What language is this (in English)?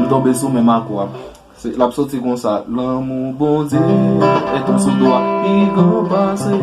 Haitian Creole